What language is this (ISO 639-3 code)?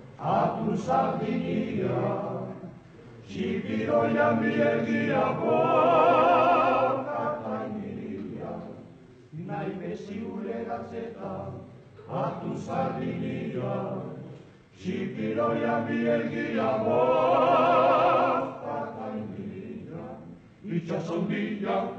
eus